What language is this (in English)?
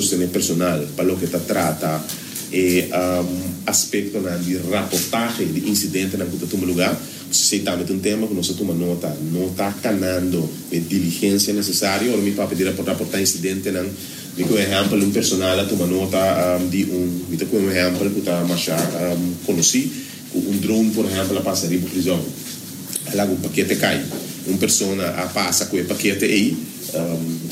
Papiamento